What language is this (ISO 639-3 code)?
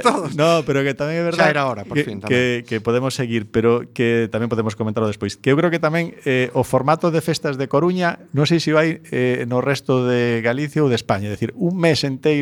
glg